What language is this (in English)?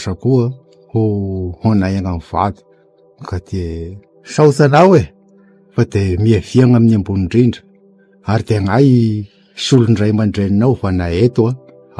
Malagasy